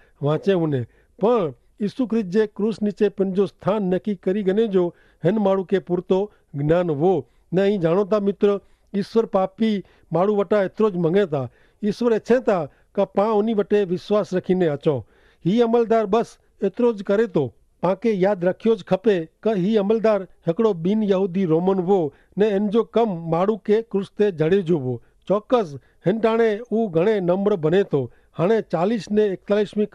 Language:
Kachhi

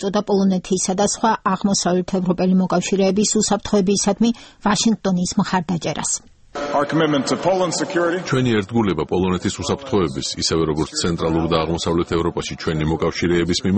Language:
Georgian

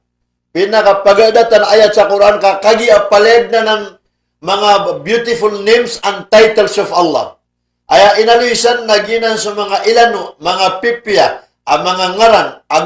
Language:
Maranao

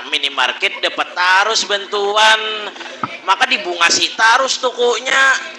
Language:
Banjar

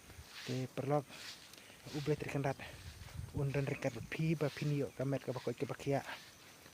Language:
Khasi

